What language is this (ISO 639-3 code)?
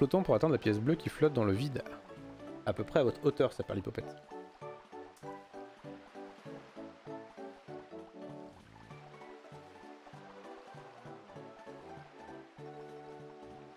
fra